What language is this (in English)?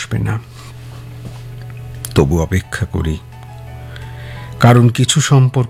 Bangla